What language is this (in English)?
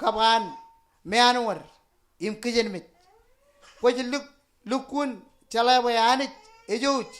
Marshallese